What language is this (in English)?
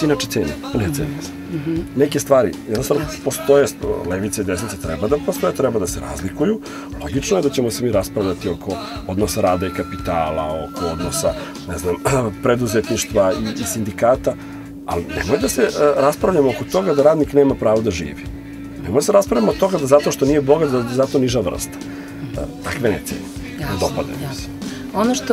Serbian